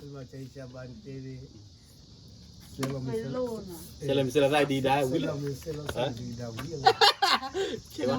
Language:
S'gaw Karen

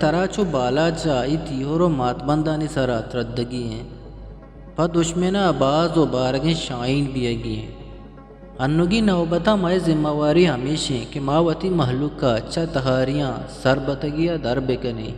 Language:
Eastern Balochi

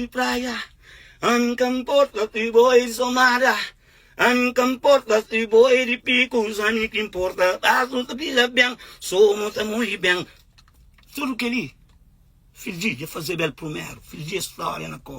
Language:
Kabuverdianu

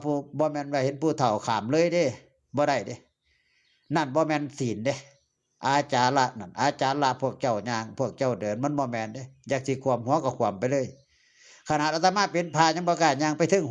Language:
Northeastern Thai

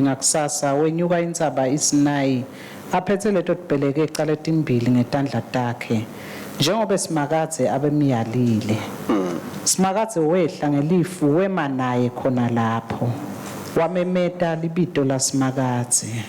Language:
Swati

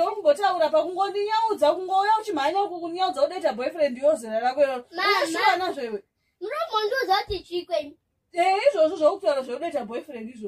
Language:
Shona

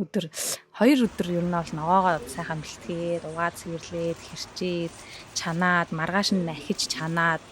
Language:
Mongolian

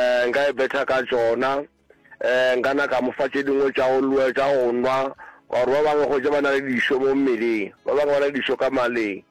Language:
Northern Sotho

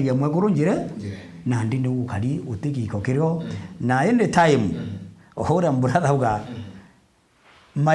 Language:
Meru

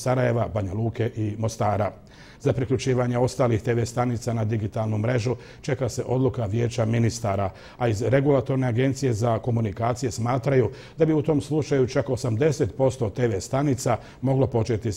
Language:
Bosnian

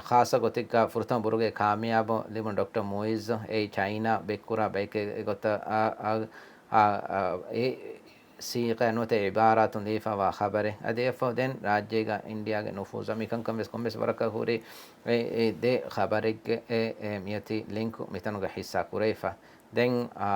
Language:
Divehi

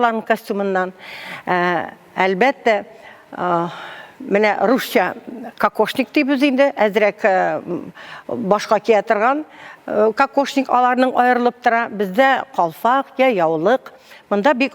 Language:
Tatar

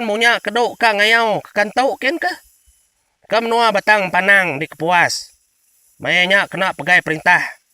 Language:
Iban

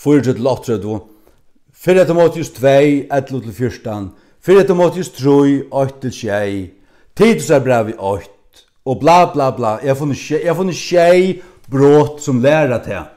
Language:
Faroese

